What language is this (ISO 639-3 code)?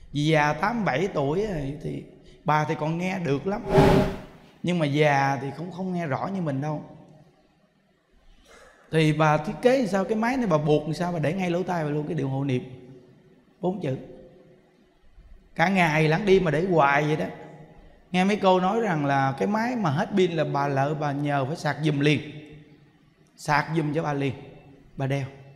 vie